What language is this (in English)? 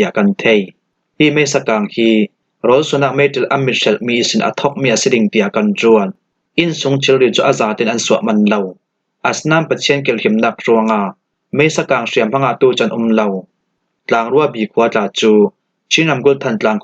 Falam Chin